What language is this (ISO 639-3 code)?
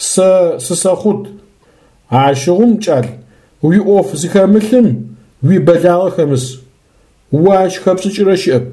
ady